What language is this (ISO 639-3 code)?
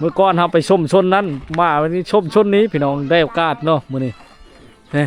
lao